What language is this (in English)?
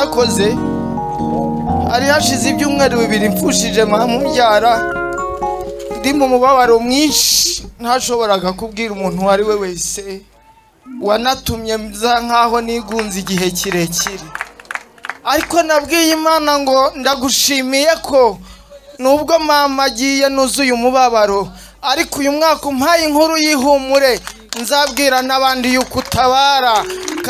Kinyarwanda